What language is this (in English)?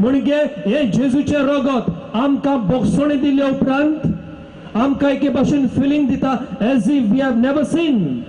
Konkani